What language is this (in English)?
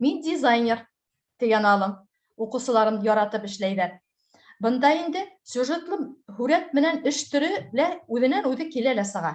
Bashkir